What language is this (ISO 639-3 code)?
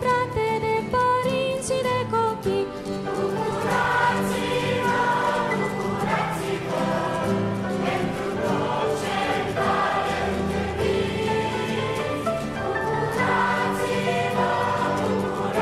ron